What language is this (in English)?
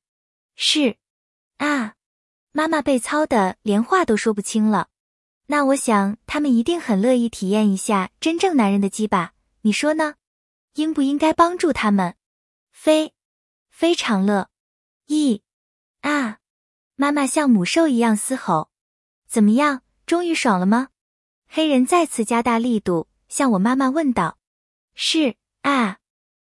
Chinese